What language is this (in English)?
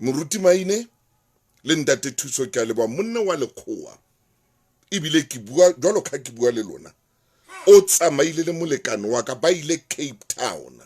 Southern Sotho